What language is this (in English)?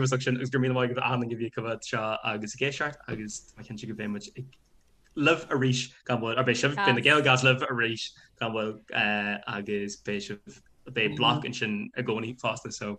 Irish